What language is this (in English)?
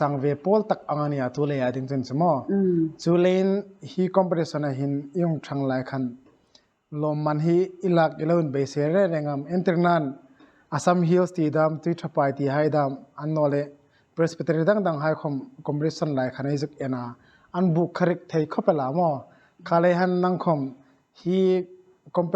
Hmar